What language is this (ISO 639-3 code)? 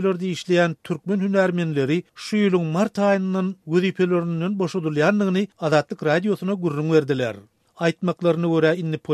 tuk